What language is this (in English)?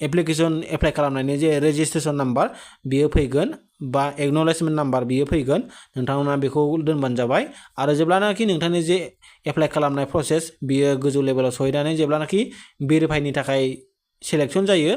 Bodo